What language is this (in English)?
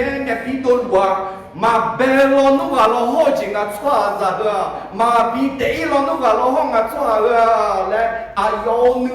Akha